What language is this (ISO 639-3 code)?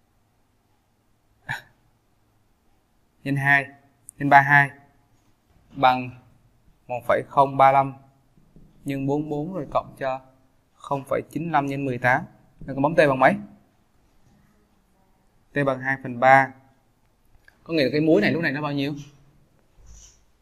vie